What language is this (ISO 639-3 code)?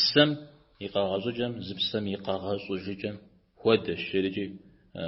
kbd